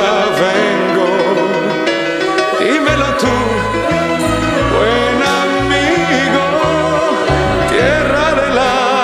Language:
Spanish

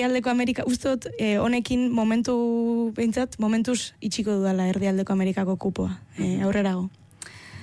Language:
Basque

